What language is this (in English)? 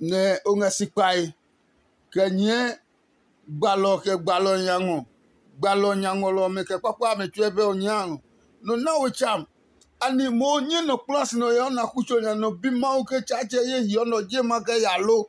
Adangme